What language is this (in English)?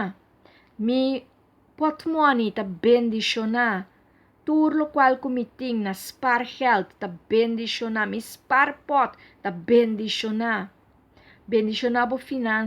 Papiamento